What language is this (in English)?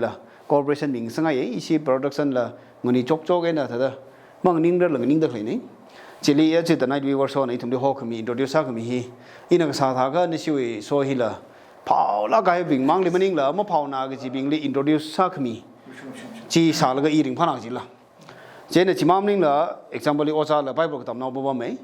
Tangkhul Naga (India)